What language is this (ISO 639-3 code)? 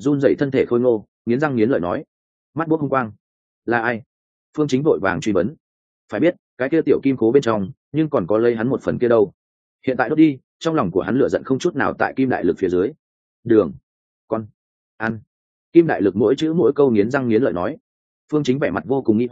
vie